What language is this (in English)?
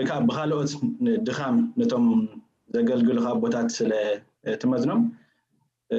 Tigrinya